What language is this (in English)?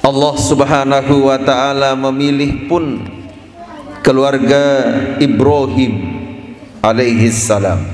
Sasak